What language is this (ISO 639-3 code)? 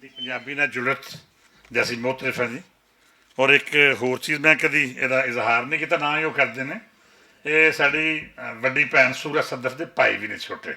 lah